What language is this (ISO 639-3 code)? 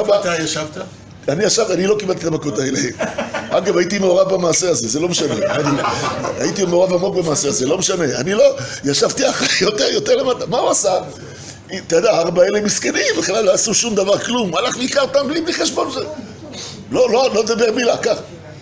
heb